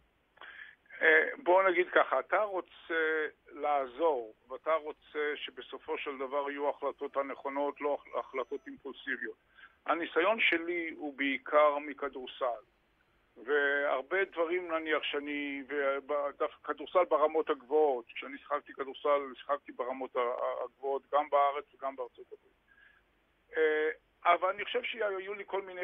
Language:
Hebrew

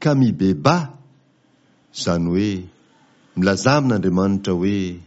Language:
Malagasy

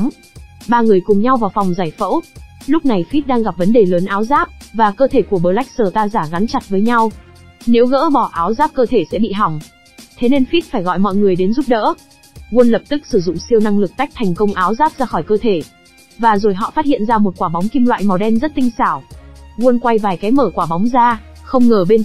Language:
Vietnamese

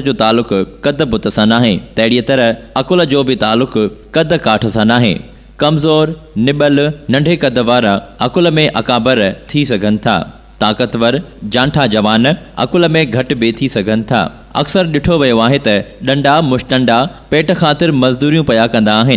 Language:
Sindhi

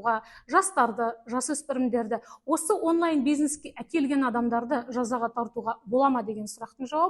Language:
Kazakh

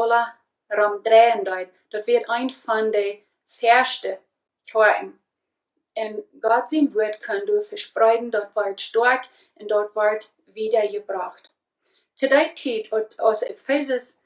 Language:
Plautdietsch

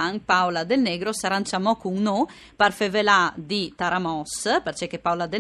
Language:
Friulian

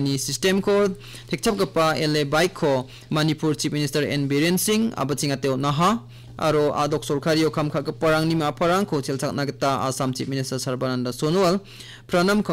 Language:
Garo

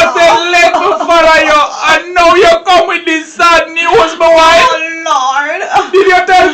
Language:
Jamaican Creole English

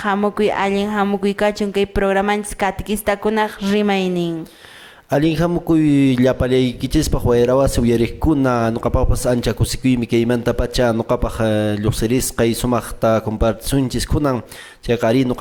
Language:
Quechua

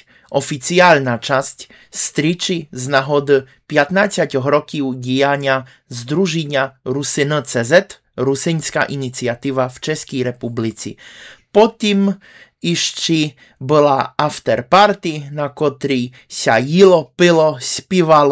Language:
Rusyn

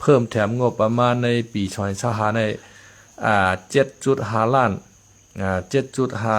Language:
Shan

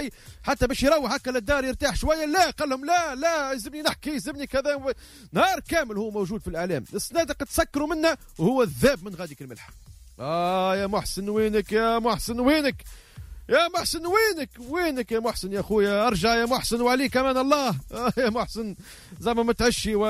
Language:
Tunisian Arabic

